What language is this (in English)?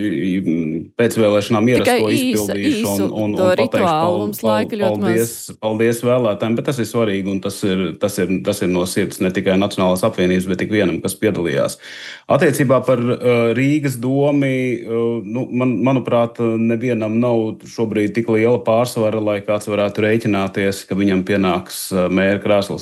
Latvian